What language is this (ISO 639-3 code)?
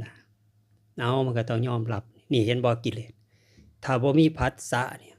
tts